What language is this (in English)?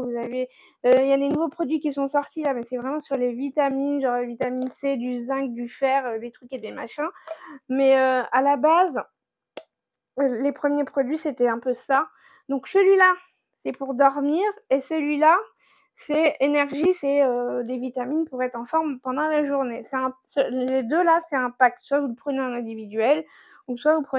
French